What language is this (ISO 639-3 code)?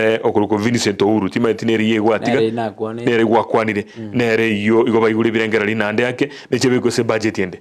guz